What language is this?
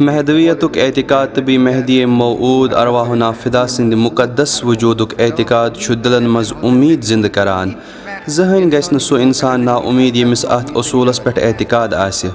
Kashmiri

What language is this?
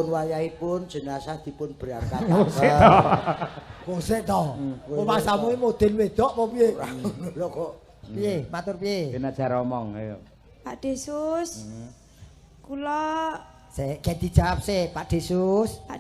Javanese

